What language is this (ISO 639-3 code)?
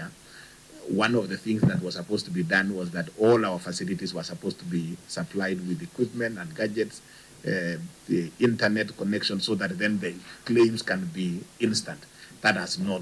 kam